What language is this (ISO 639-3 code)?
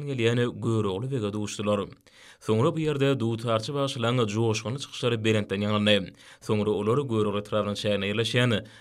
tuk